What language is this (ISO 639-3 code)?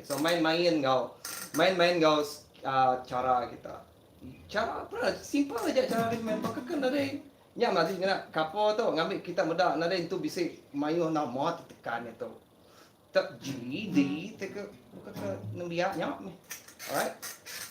iba